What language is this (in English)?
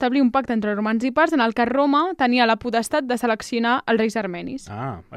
Catalan